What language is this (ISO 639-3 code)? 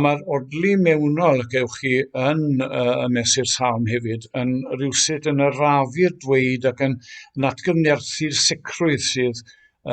cym